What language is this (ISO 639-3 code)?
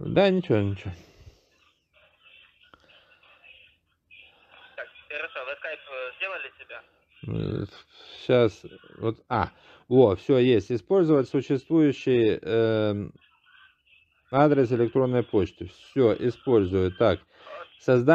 rus